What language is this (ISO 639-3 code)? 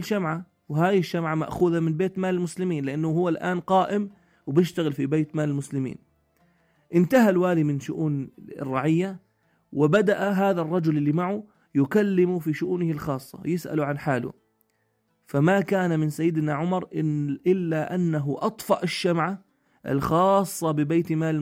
apc